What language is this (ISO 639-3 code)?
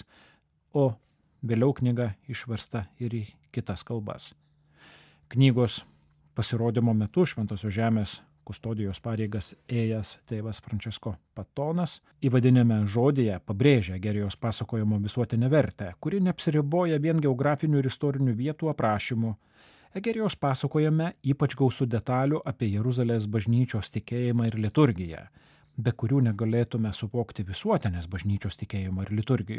lit